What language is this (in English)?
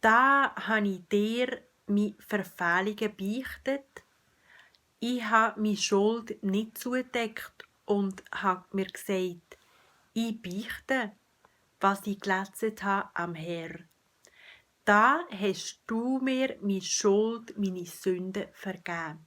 Swiss German